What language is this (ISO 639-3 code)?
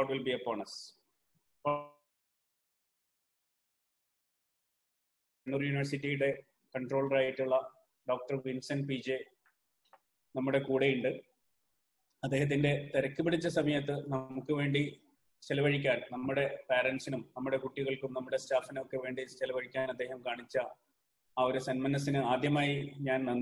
mal